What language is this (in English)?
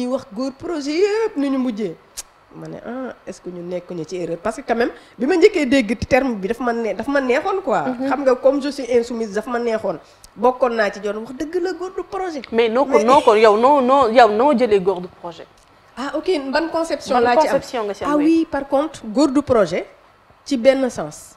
Wolof